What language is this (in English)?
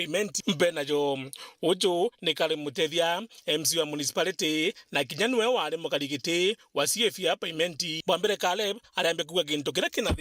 Meru